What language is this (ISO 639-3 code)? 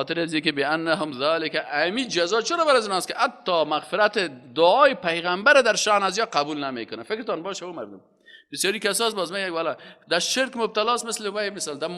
fas